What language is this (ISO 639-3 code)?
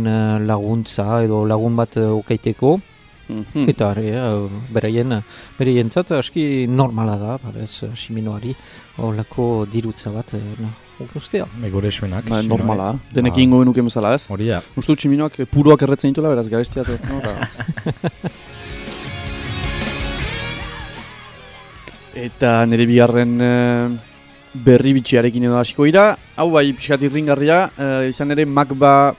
eus